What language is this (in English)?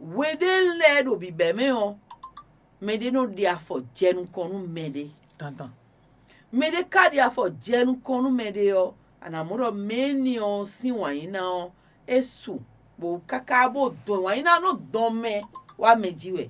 Fon